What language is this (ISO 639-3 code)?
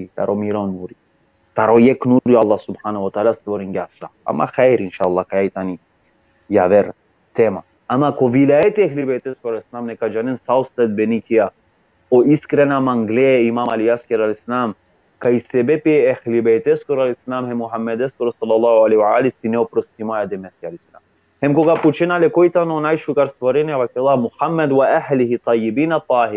rmn